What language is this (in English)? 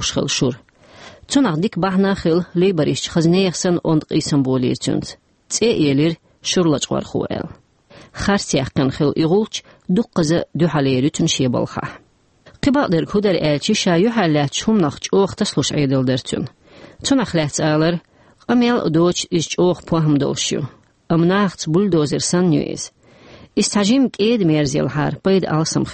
Chechen